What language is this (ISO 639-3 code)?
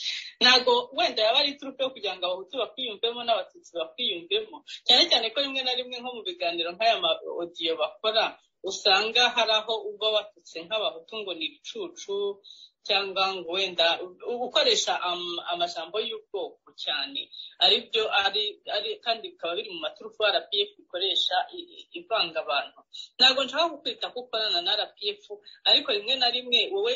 kin